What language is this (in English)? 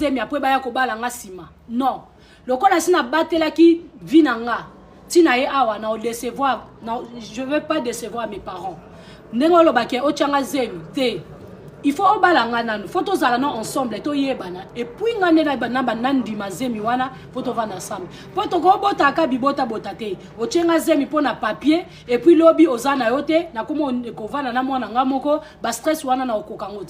Lingala